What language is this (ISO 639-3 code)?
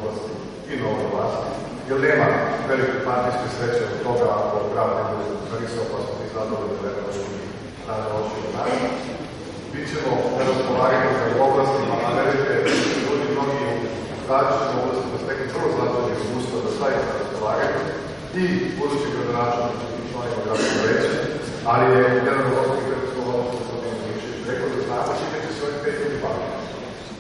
srp